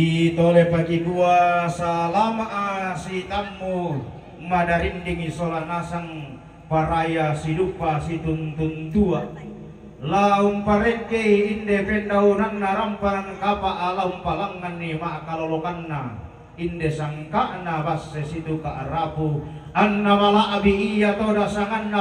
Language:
Toraja-Sa'dan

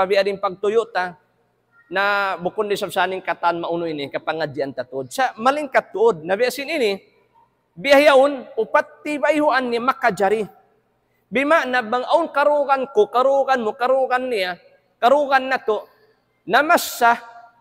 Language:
Tausug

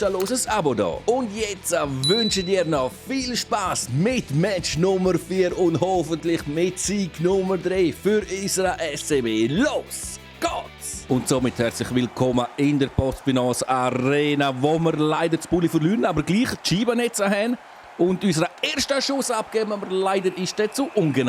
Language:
Swiss German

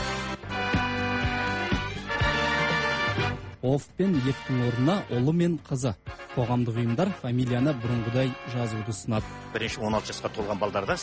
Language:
Kazakh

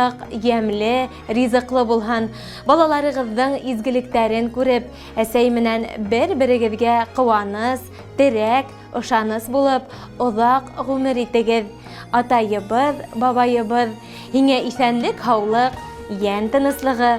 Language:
Bashkir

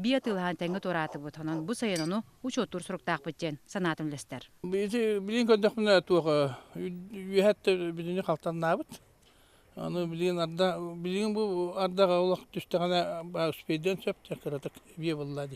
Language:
Yakut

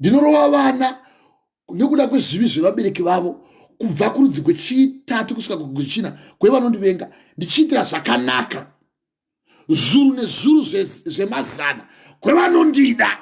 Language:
Shona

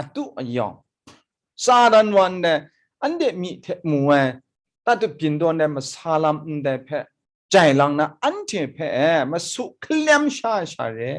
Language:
Kachin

